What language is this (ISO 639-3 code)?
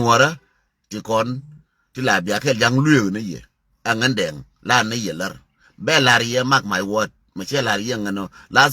nus